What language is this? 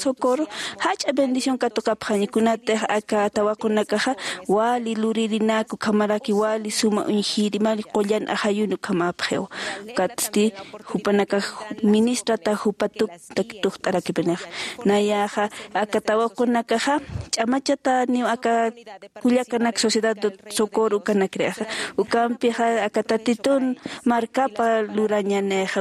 Aymara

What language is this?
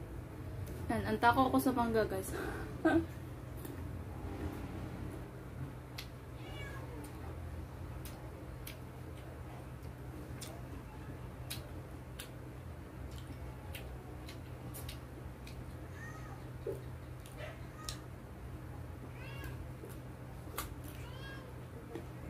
Filipino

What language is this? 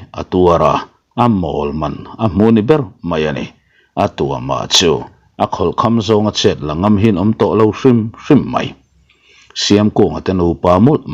Mizo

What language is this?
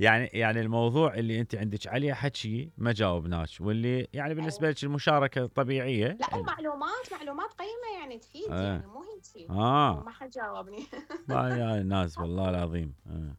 Mesopotamian Arabic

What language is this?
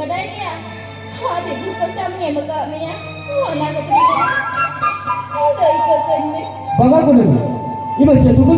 Santali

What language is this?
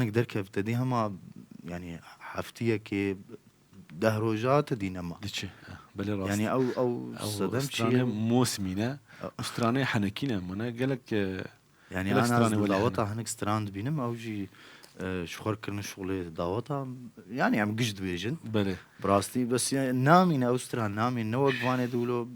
Kurdish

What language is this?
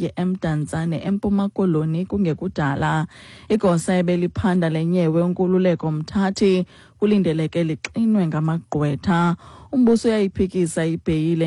Xhosa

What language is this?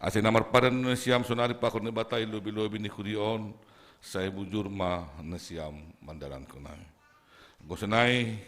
Batak Simalungun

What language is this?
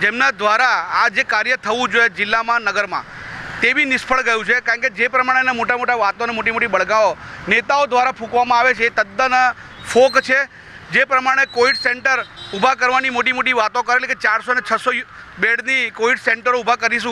Gujarati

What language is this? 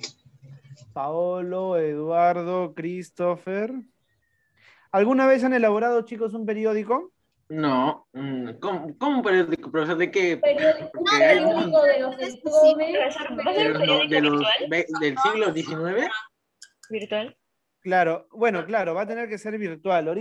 Spanish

